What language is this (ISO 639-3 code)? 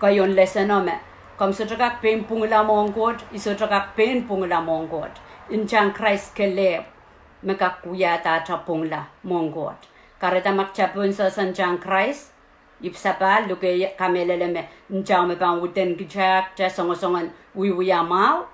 pon